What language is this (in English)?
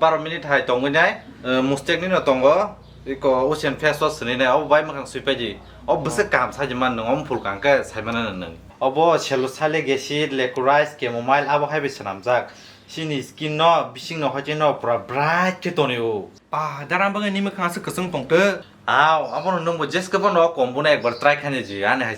Kok Borok